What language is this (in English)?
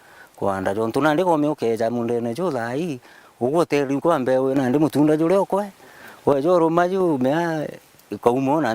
Meru